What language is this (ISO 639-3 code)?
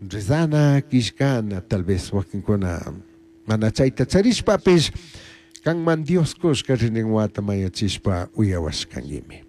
qug